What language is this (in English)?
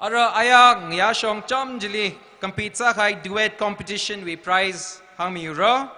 Tangkhul Naga (India)